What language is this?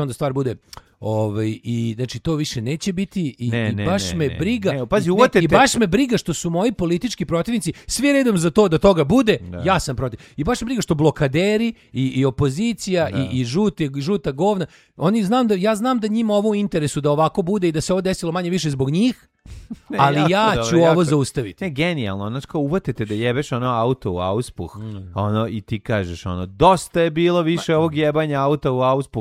Serbian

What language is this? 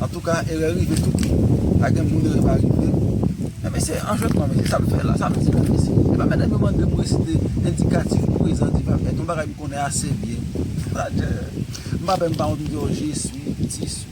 Haitian Creole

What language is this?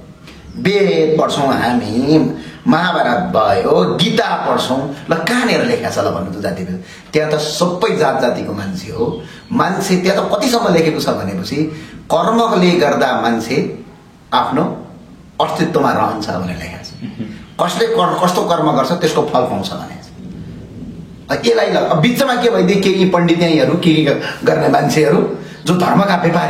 Nepali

